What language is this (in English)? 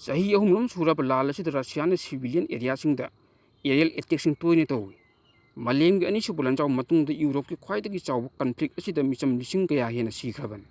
Manipuri